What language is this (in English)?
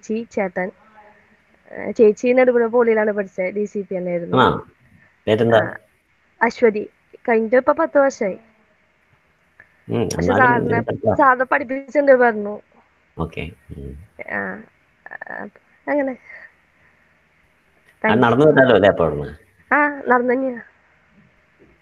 Malayalam